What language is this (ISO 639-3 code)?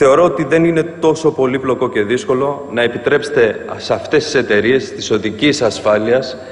ell